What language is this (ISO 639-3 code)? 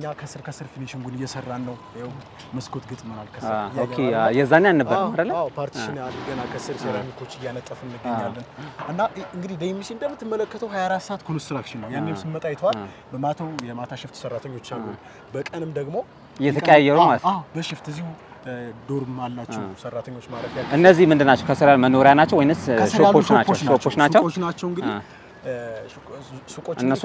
amh